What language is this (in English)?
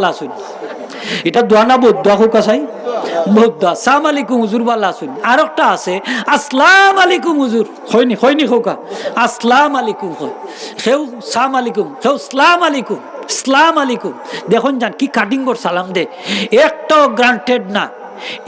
Sylheti